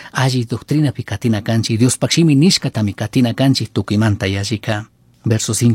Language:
Chimborazo Highland Quichua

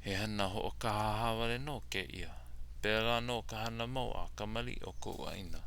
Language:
Hawaiian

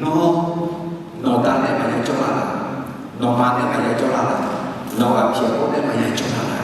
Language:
Akha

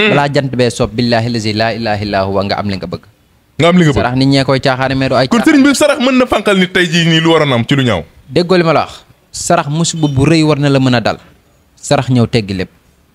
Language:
Wolof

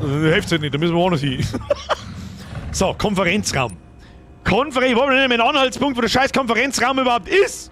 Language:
Bavarian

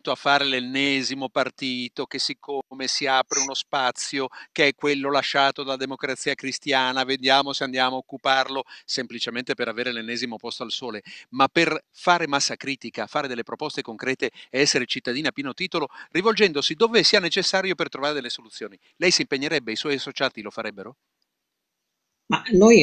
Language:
Italian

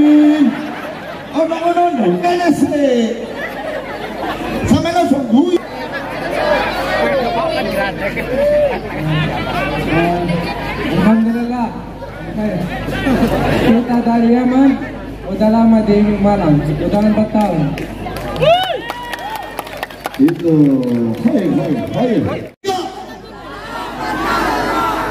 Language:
Indonesian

